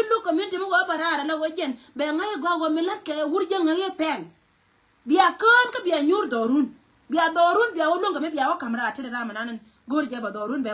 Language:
Nuer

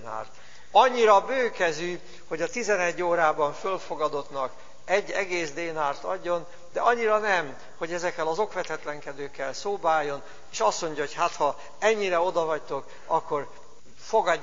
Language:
Hungarian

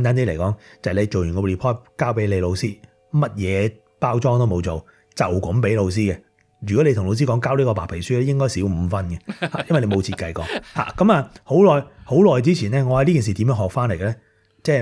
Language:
Cantonese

